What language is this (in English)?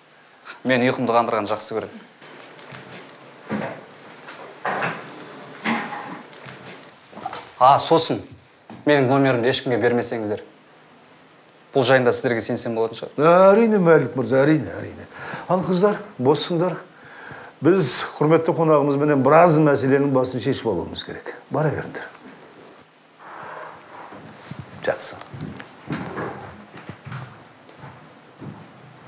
Kazakh